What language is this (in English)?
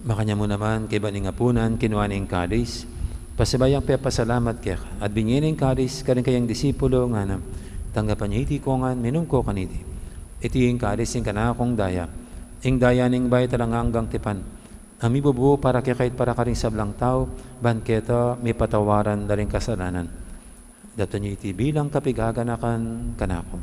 Pampanga